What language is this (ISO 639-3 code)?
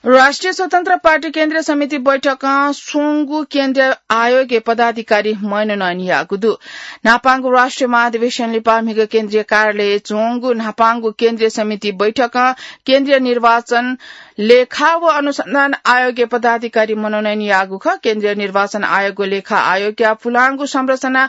new